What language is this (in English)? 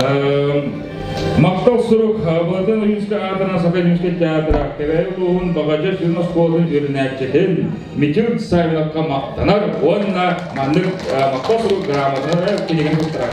Yakut